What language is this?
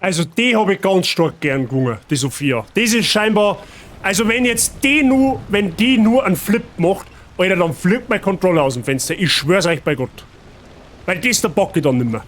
Bavarian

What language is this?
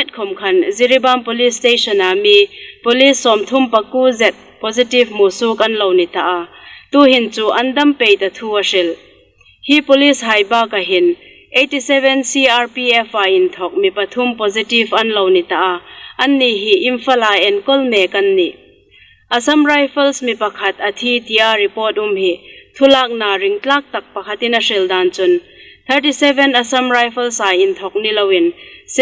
Hmar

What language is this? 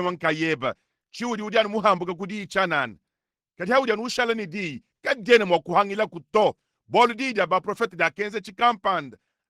Luba-Lulua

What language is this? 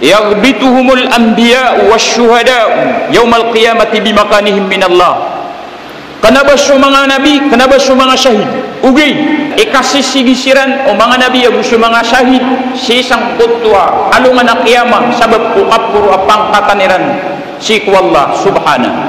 Maranao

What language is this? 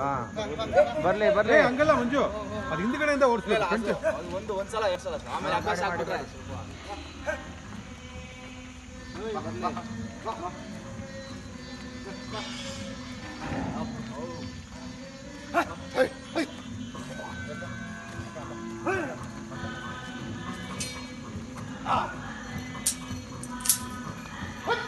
Kannada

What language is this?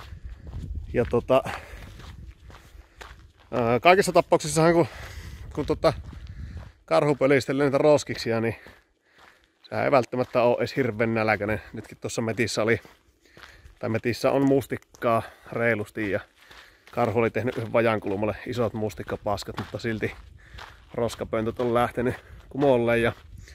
Finnish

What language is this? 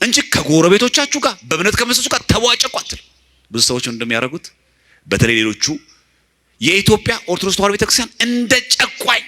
Amharic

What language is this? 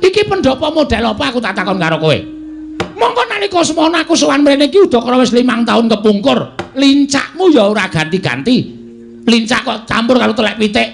Javanese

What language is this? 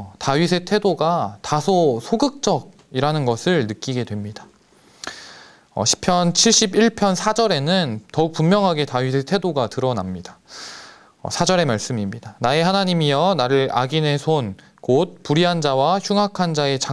Korean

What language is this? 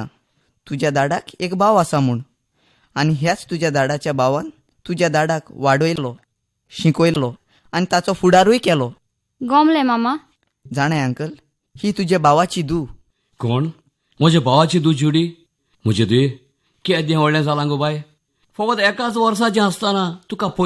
Konkani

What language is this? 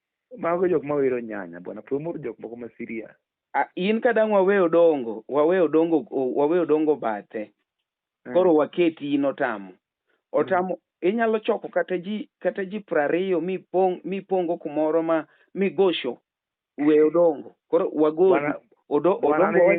Luo (Kenya and Tanzania)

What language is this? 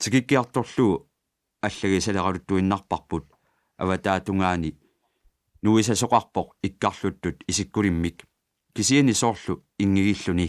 Kalaallisut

